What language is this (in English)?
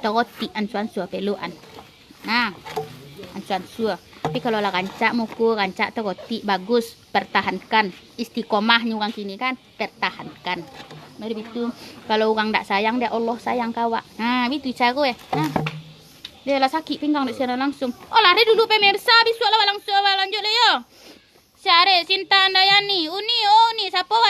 Minangkabau